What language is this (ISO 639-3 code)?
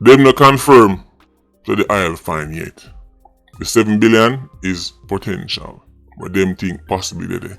jam